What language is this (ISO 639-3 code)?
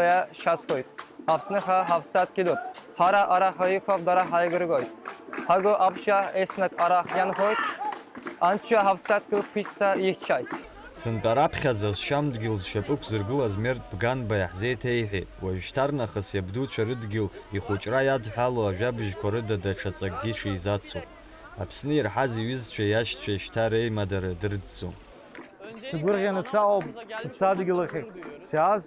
abk